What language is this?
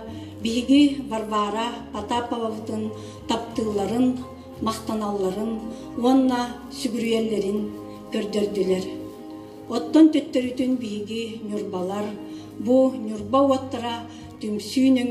Yakut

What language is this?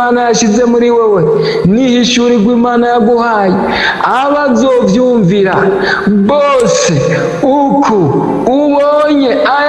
Rundi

